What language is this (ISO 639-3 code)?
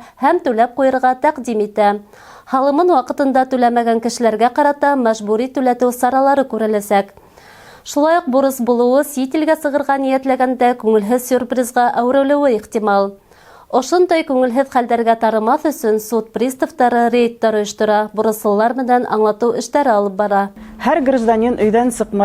bak